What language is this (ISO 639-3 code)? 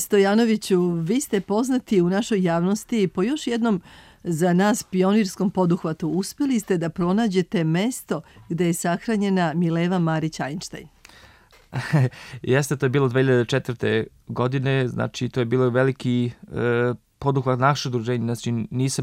srp